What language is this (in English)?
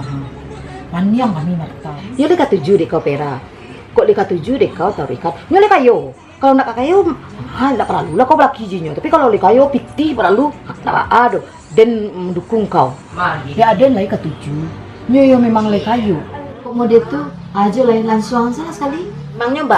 Minangkabau